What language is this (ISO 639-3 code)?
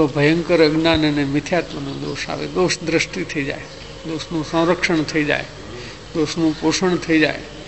guj